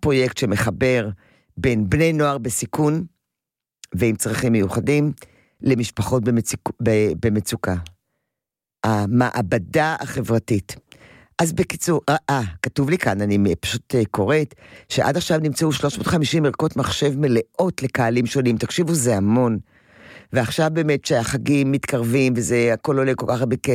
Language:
Hebrew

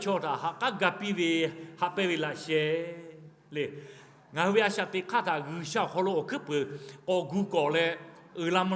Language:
Lahu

